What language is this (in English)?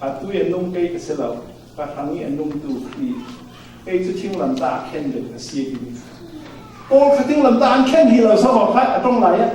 Falam Chin